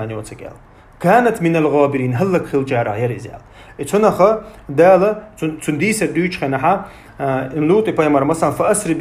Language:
Chechen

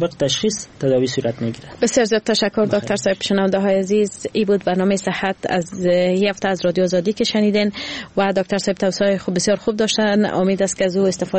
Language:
Persian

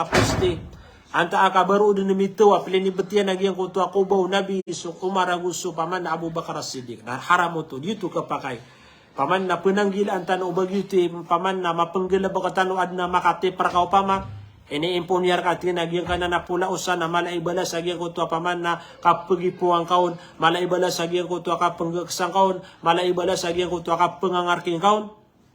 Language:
Maranao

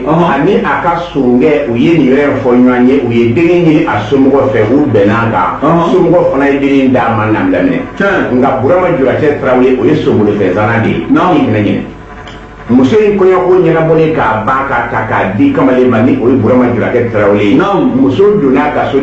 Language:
Bambara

